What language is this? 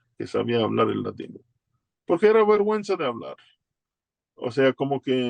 Ladino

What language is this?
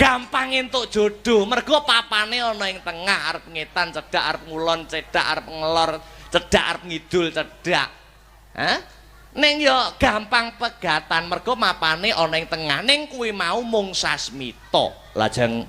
Javanese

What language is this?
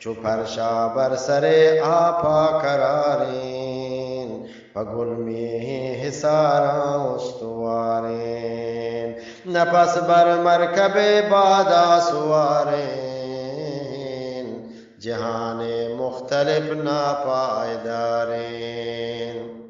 Eastern Balochi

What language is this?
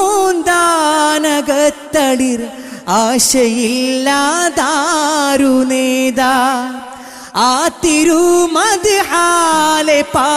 Malayalam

